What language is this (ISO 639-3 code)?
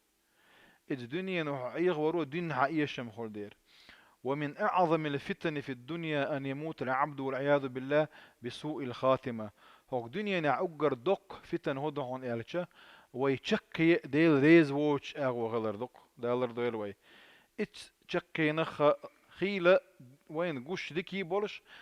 che